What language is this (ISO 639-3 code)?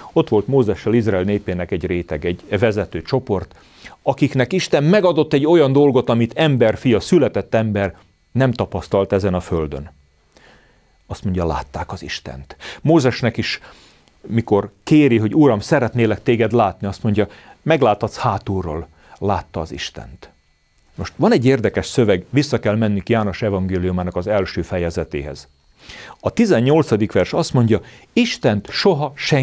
hun